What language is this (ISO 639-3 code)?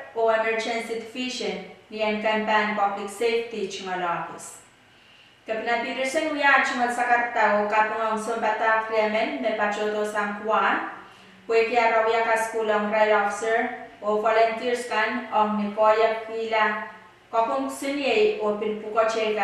pon